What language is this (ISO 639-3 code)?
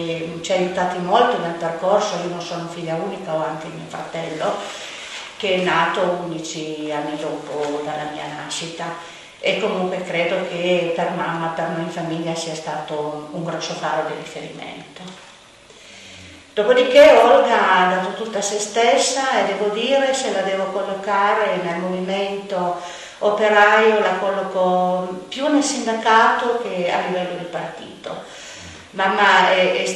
ita